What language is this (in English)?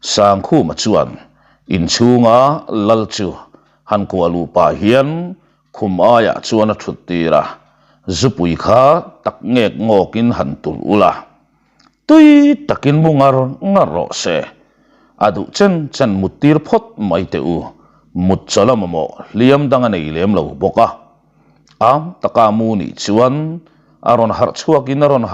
Mizo